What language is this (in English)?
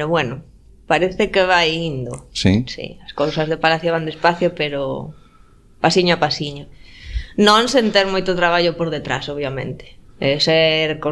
Galician